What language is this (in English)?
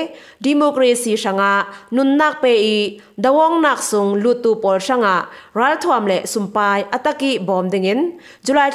Falam Chin